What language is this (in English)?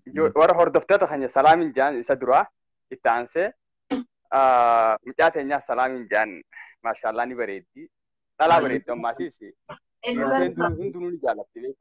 Oromo